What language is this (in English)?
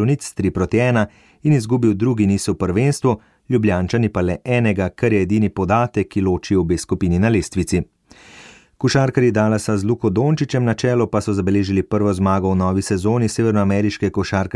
Slovenian